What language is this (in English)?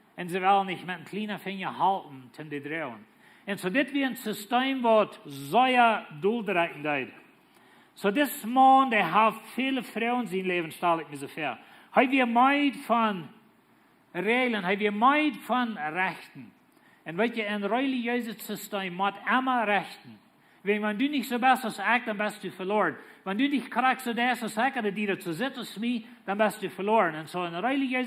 Plautdietsch